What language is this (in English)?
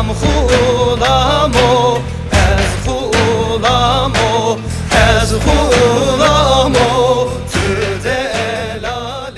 Zaza